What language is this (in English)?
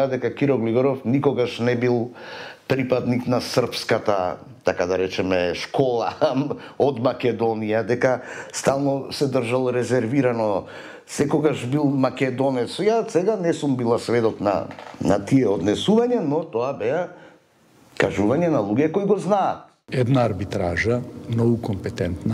Macedonian